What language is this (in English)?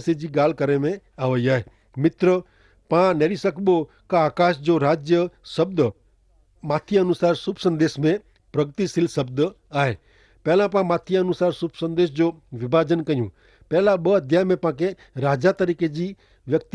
Kachhi